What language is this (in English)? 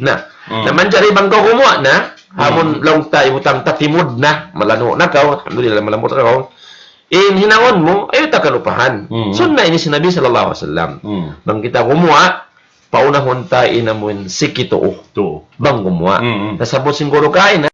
Tausug